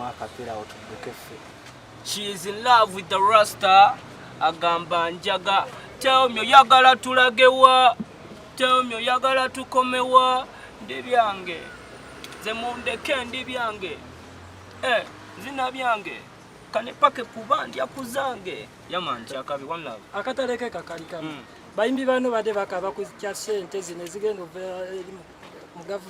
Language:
Ganda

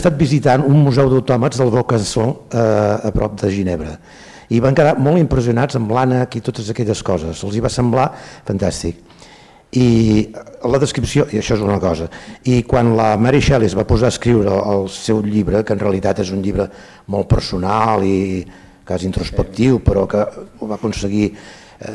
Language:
Catalan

